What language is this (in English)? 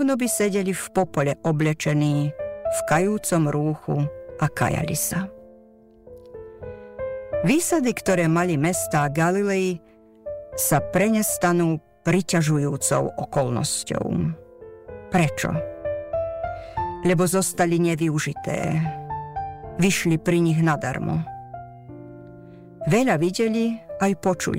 Slovak